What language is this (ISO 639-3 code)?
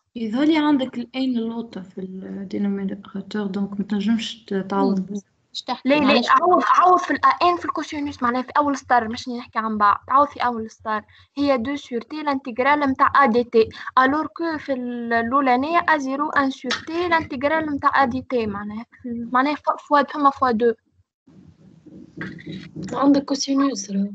aeb